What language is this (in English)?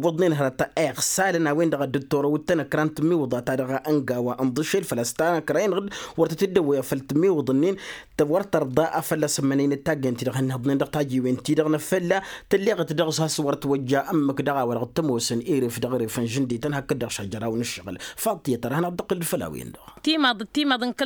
Tamasheq